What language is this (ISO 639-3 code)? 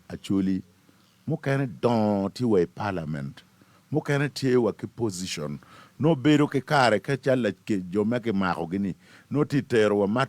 ach